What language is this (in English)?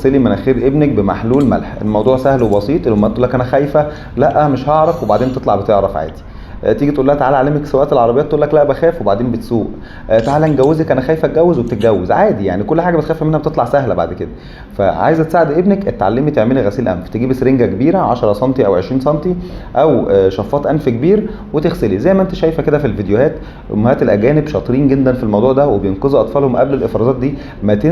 Egyptian Arabic